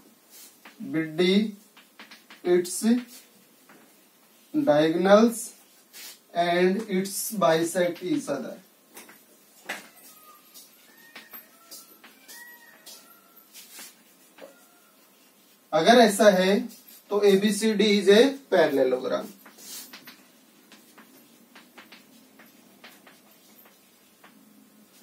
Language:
Hindi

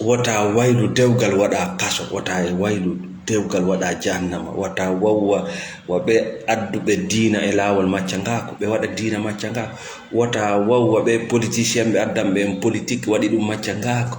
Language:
Fula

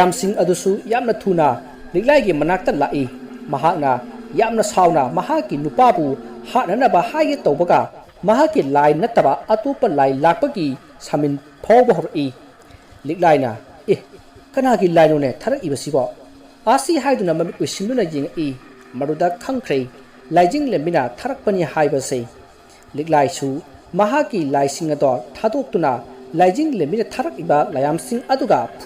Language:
Manipuri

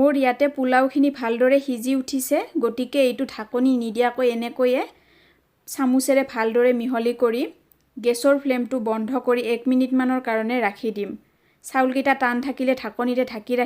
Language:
Assamese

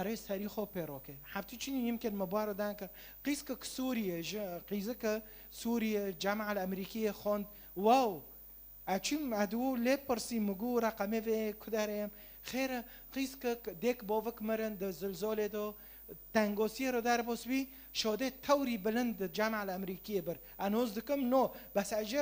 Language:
Kurdish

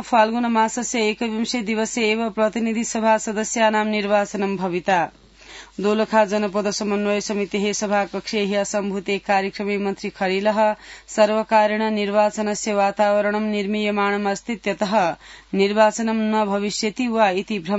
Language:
Sanskrit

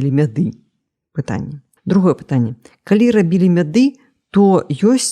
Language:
Belarusian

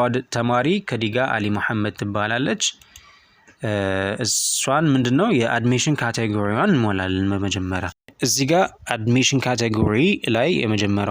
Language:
Amharic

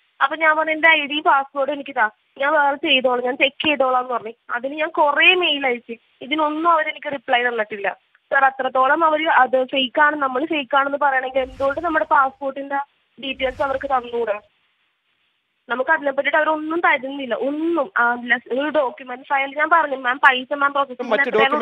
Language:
Malayalam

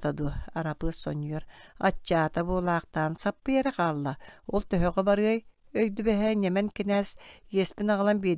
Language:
Yakut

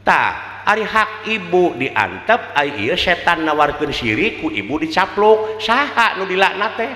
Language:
Sundanese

